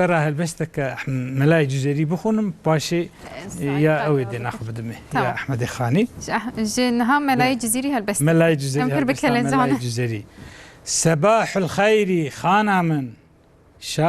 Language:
Kurdish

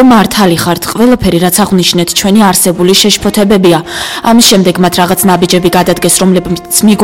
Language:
Georgian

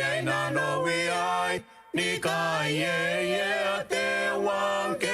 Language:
Gilbertese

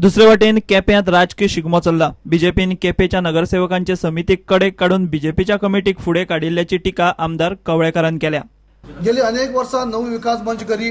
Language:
Konkani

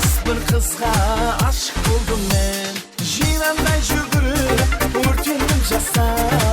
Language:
Kara-Kalpak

